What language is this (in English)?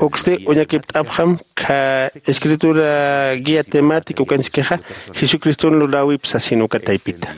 Aymara